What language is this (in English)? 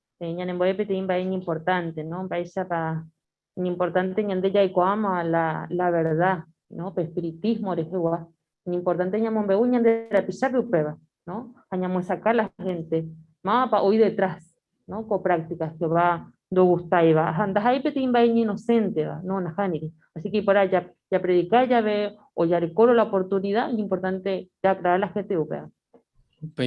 Guarani